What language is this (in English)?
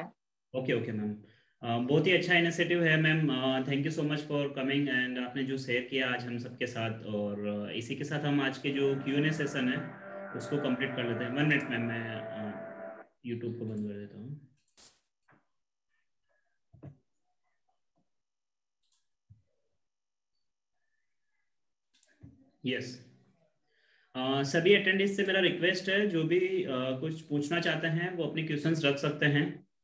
Hindi